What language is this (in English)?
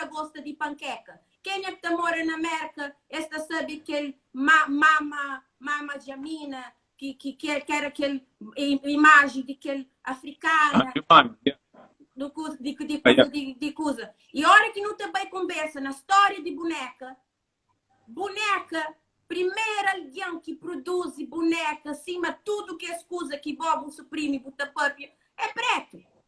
Kabuverdianu